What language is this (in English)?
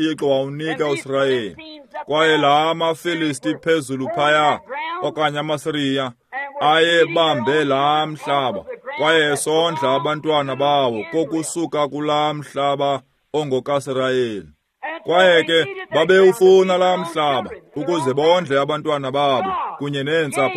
Xhosa